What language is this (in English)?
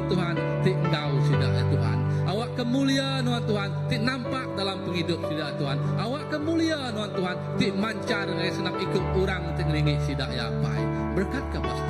Iban